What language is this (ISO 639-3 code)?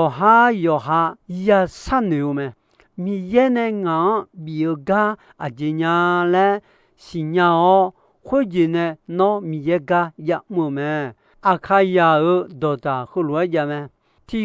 ahk